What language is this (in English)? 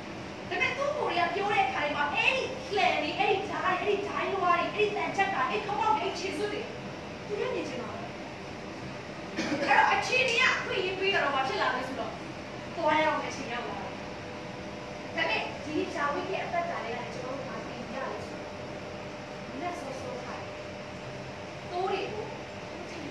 Burmese